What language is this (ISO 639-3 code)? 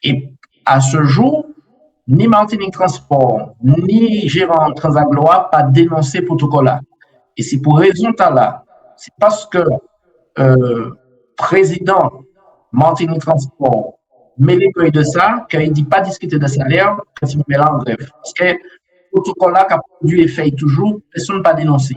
gcf